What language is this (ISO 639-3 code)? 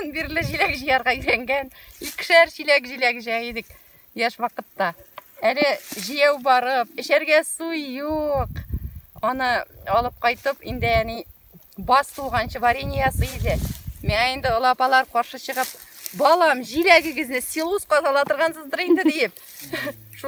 tat